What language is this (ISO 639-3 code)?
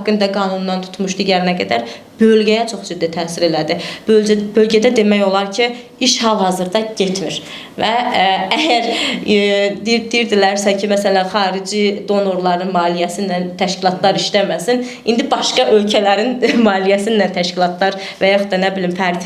aze